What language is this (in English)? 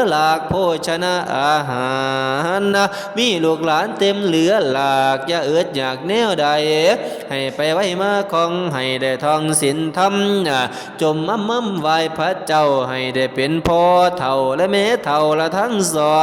Northeastern Thai